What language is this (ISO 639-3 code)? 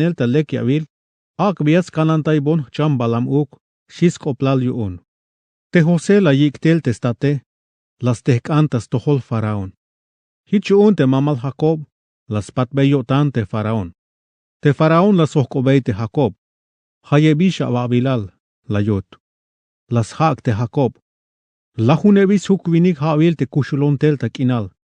tzh